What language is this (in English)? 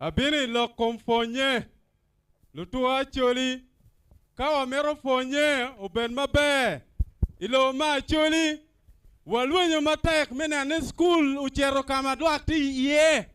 Acoli